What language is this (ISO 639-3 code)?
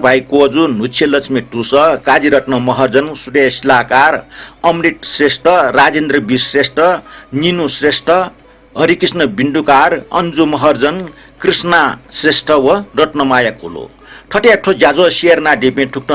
new